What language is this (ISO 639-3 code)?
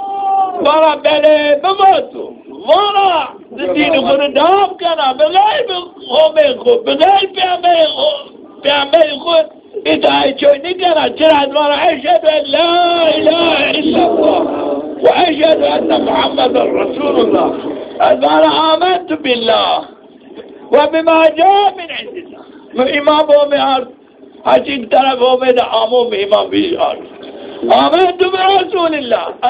zza